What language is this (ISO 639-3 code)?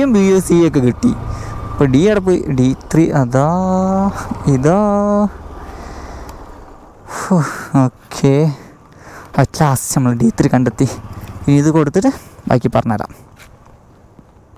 mal